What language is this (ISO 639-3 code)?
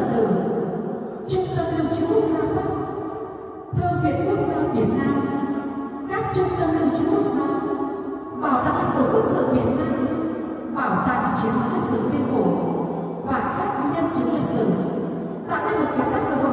vie